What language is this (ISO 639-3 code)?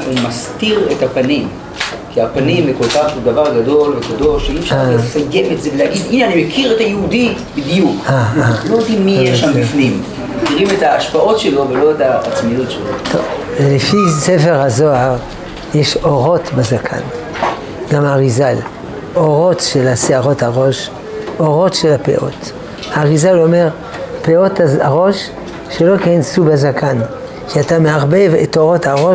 heb